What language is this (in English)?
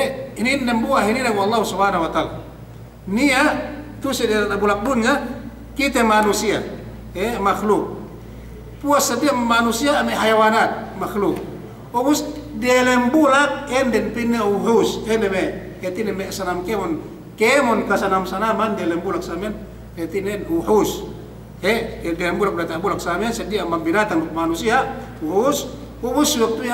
Yakan